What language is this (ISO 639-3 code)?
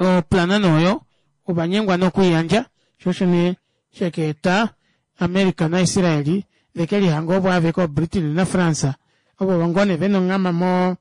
kua